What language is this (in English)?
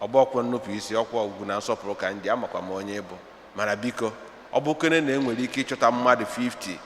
Igbo